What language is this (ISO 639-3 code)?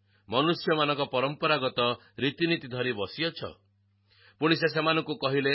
ori